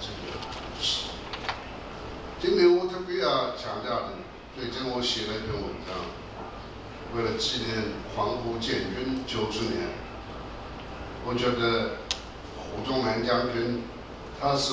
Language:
Chinese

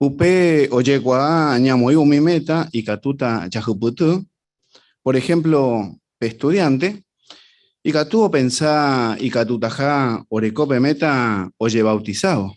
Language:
Guarani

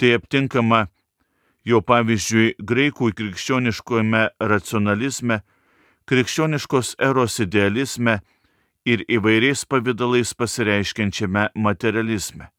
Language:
Lithuanian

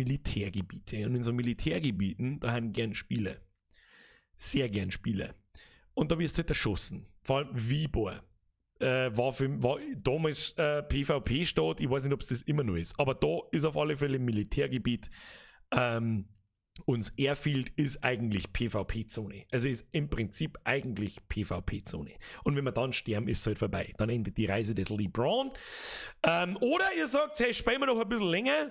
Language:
Bavarian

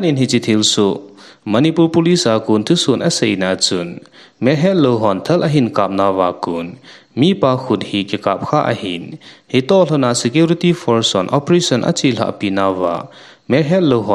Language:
Thado Chin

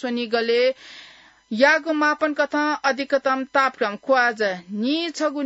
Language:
Newari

